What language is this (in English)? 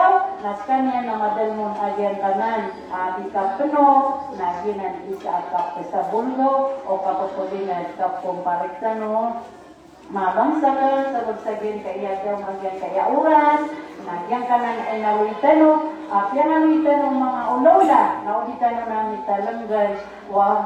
Maranao